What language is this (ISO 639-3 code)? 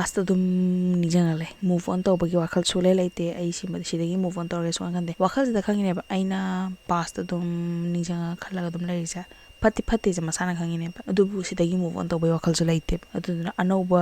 mni